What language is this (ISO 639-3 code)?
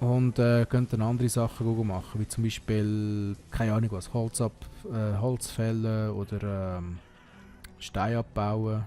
gsw